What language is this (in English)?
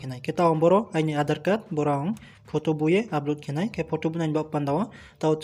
Riang (India)